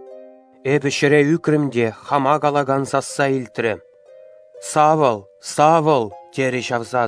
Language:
Chuvash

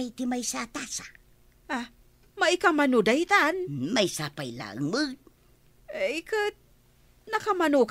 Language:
Iloko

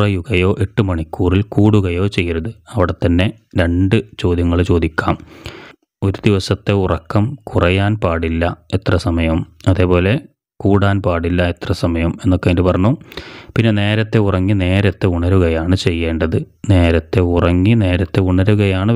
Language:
Malayalam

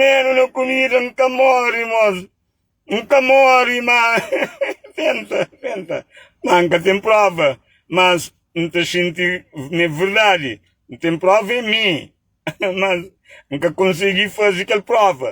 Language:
Kabuverdianu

